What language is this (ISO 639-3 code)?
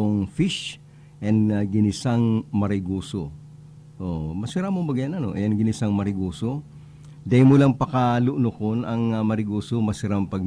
bik